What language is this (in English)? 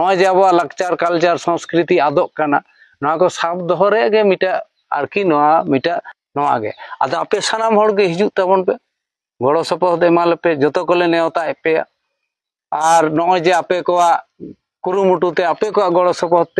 Santali